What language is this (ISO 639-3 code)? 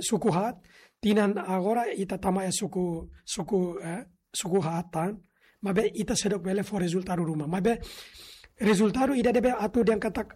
tet